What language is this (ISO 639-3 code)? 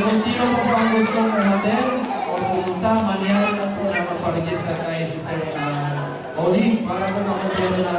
fil